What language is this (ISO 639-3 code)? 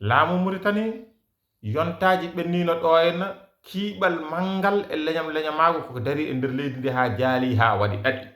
ful